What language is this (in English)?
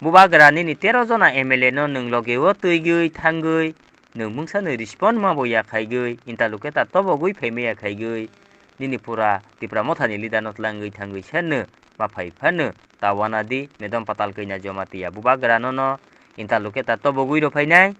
Kok Borok